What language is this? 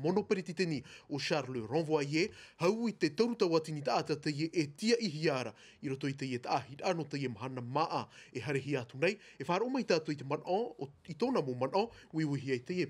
Tahitian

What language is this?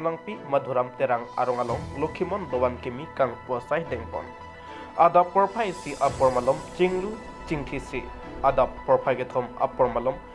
Karbi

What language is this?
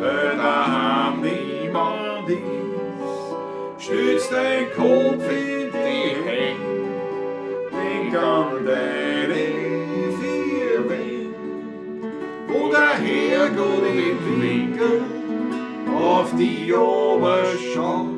Bavarian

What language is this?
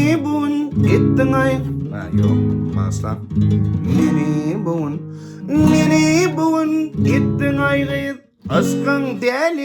Turkmen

